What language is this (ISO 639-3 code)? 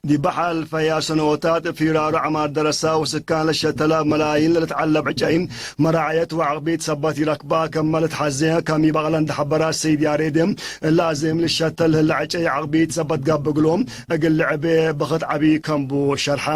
tig